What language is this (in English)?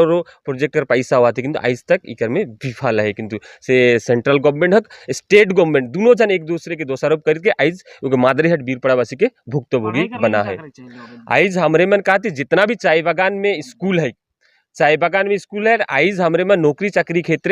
Sadri